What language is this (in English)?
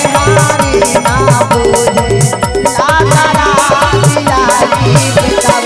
Magahi